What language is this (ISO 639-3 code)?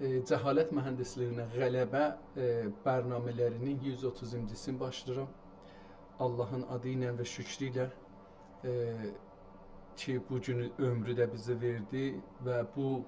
azb